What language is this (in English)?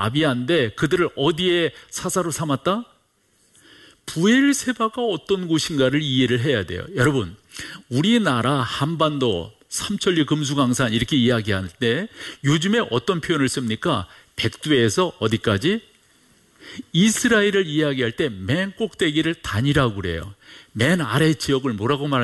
Korean